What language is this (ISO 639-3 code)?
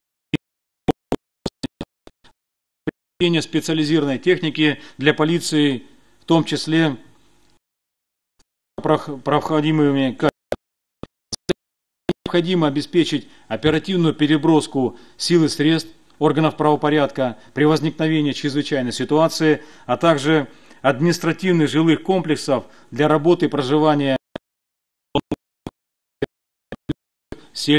rus